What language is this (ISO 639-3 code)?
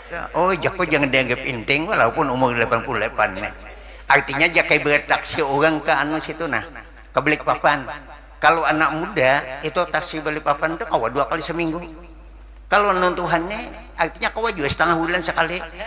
bjn